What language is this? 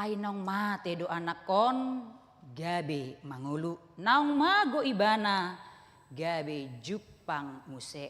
Batak Toba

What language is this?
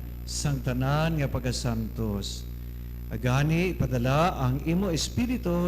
Hiligaynon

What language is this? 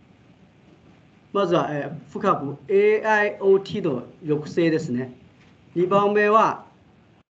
Japanese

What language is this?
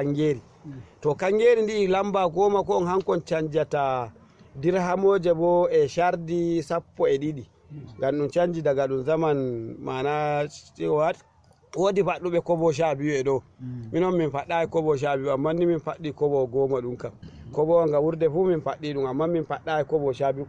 Fula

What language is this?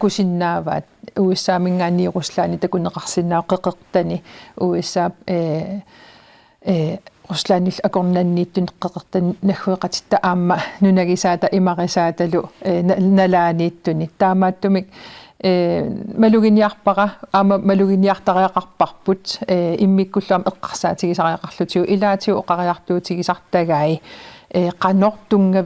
Kalaallisut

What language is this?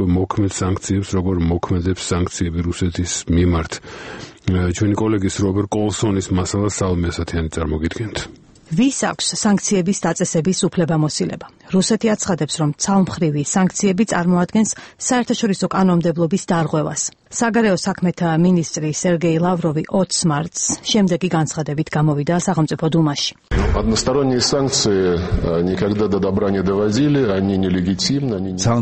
Georgian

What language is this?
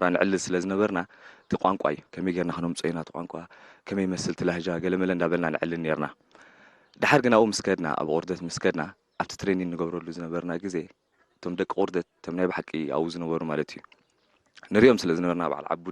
Tigrinya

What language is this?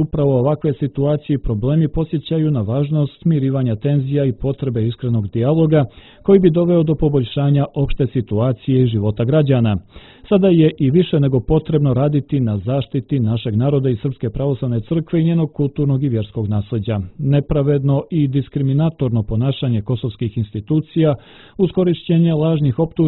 Serbian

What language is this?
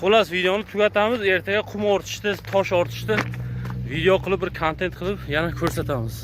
Uzbek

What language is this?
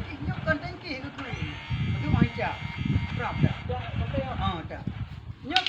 Achinese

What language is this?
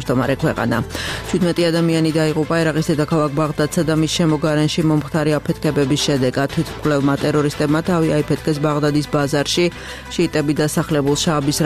Georgian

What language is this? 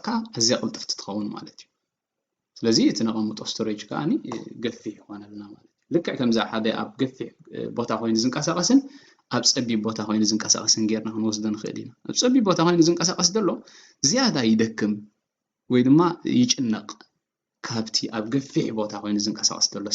Tigrinya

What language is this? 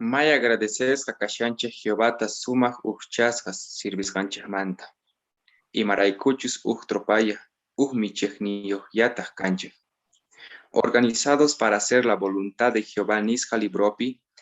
Quechua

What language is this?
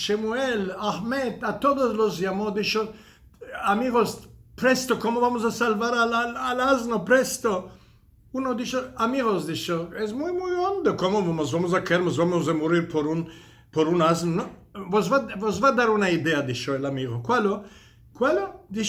Ladino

